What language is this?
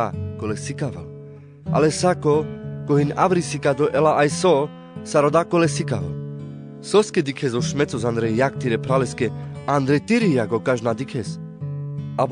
Carpathian Romani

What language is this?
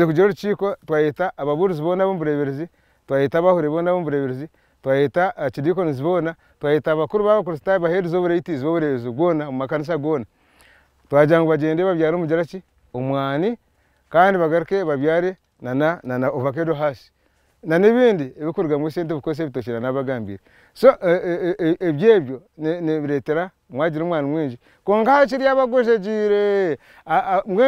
Nyankole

